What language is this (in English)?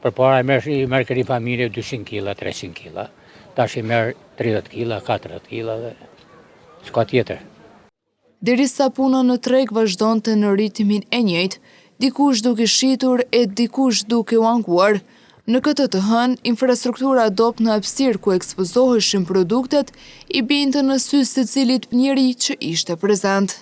Albanian